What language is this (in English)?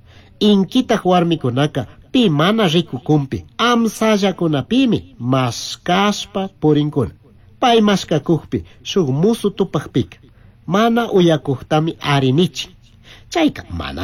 Chimborazo Highland Quichua